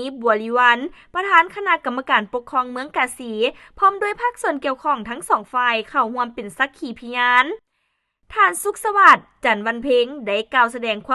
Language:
Lao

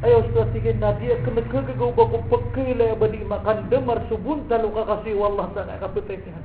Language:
Maranao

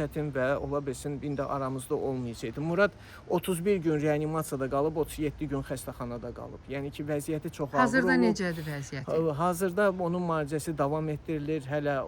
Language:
Azerbaijani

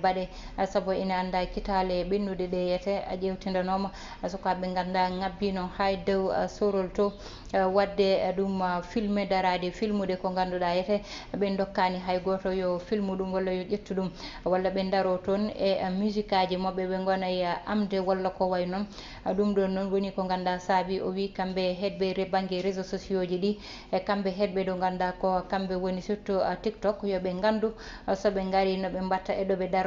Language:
Fula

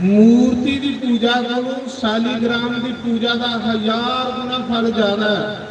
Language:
Dogri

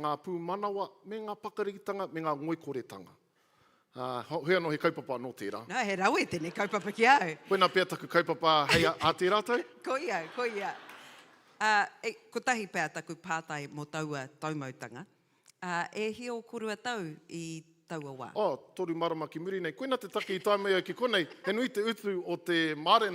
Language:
Māori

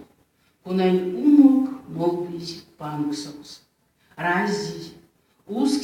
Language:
Erzya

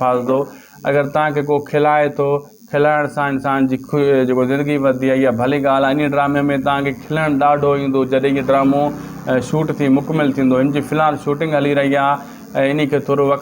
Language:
Sindhi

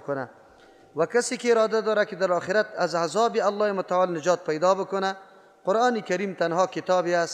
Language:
Persian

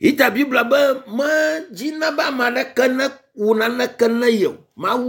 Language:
Ewe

